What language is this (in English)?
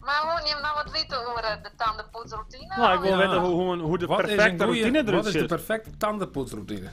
Western Frisian